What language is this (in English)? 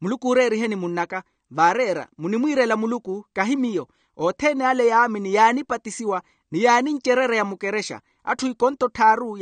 Makhuwa